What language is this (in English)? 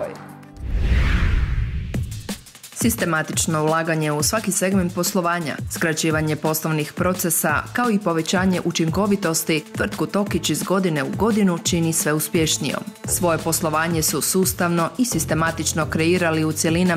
Croatian